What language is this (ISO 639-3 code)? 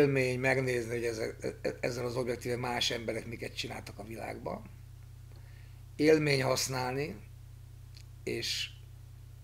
hun